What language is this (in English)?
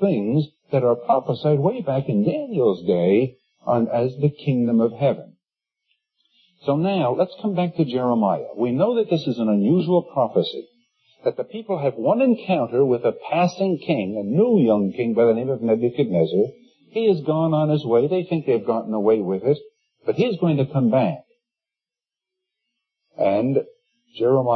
English